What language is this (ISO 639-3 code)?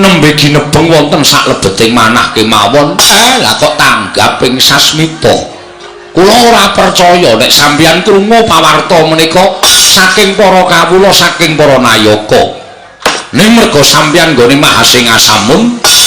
jav